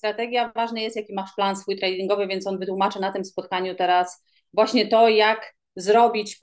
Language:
Polish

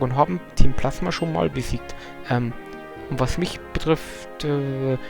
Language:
Bavarian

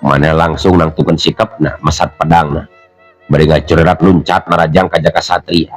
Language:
Sundanese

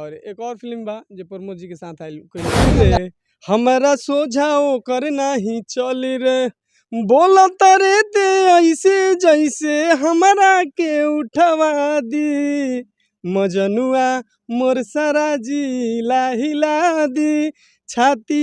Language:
Bhojpuri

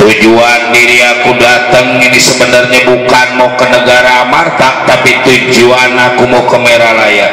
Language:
Betawi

